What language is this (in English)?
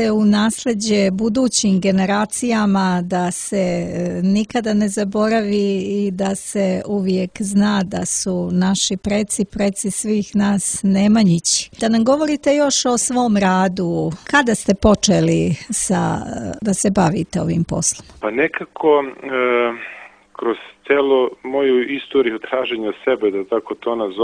Serbian